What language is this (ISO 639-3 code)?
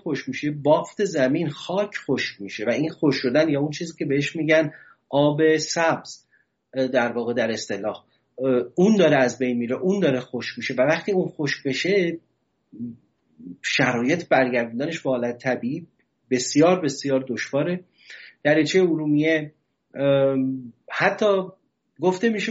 fas